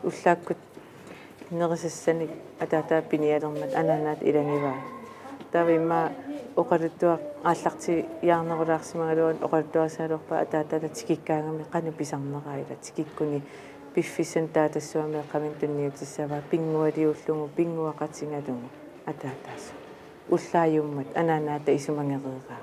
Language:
Kalaallisut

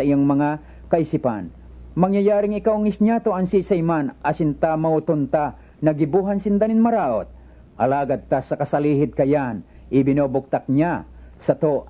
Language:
Bikol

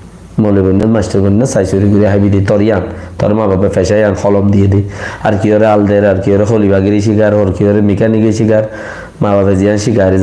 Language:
Rohingya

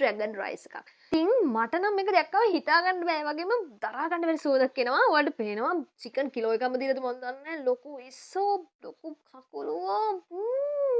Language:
Sinhala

